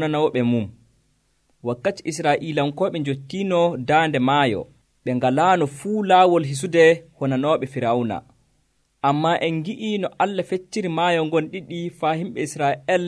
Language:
Nigerian Fulfulde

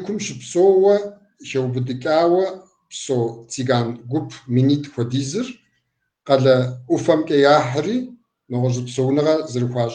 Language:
Kabardian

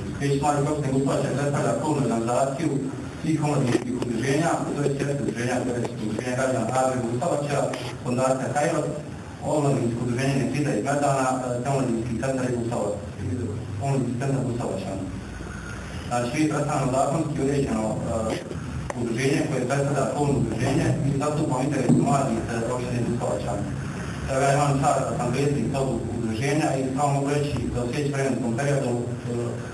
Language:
Bosnian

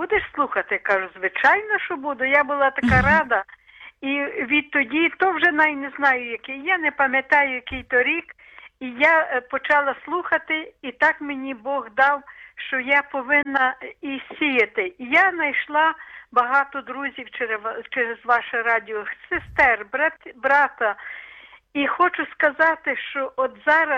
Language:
Ukrainian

